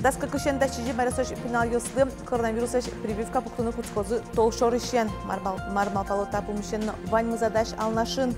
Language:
Udmurt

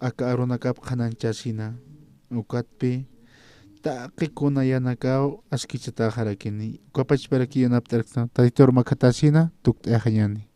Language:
Aymara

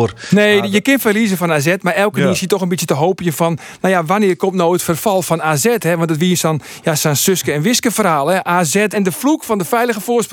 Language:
Western Frisian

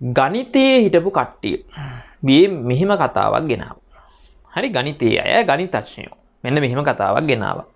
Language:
Sinhala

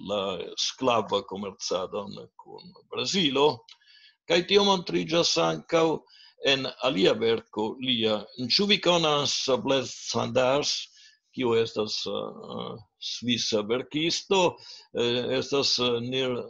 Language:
Esperanto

